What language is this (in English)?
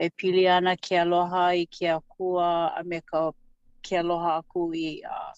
Hawaiian